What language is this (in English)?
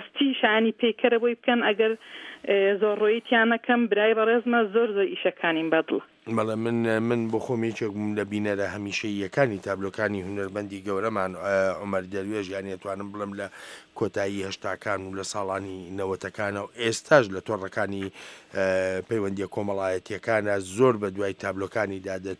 Central Kurdish